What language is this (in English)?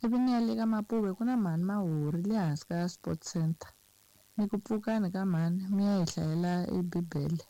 Tsonga